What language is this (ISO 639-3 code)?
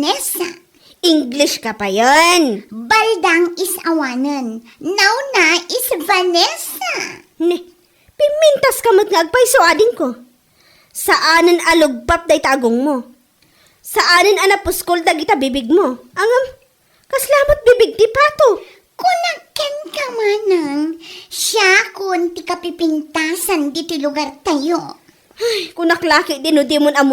ilo